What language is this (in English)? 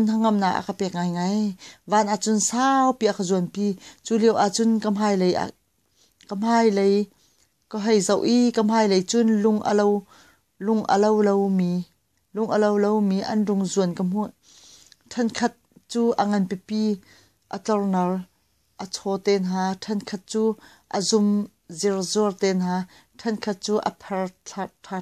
Hakha Chin